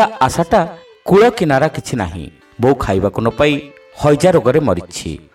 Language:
Odia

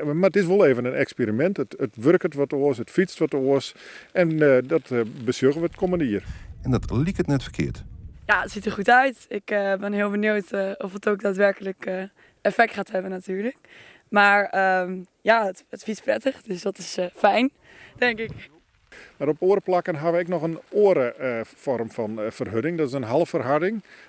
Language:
Western Frisian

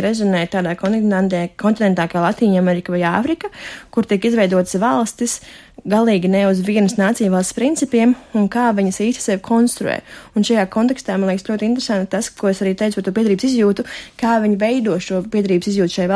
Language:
Latvian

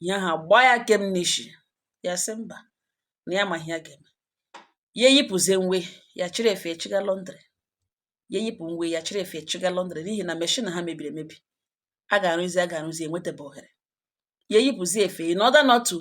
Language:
Igbo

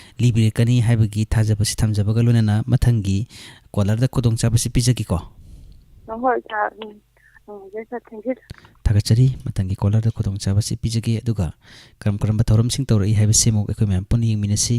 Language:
Manipuri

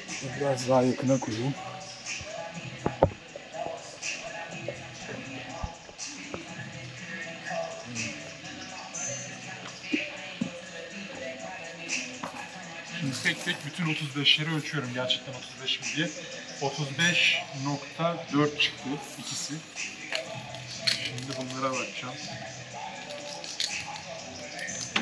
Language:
Turkish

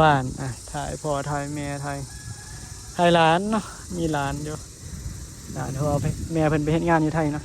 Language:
Northeastern Thai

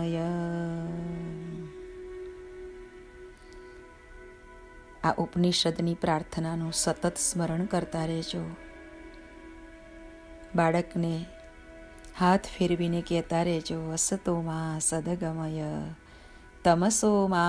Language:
Gujarati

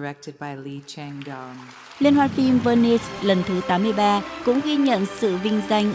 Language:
Vietnamese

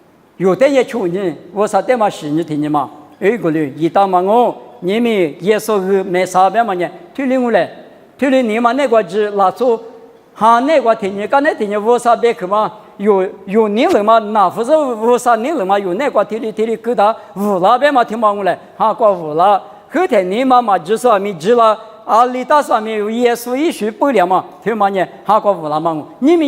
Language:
Lisu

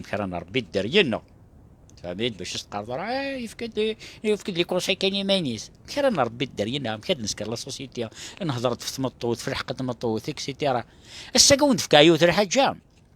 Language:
Kabyle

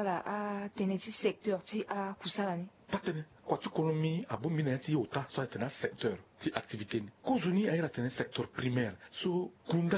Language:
Sango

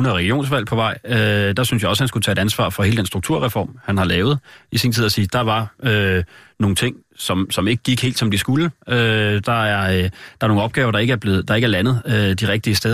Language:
Danish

